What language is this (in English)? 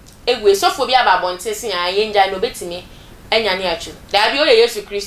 Akan